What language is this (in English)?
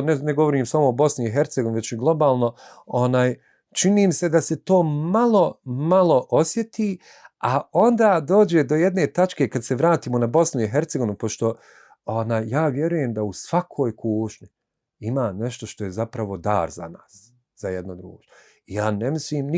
Bosnian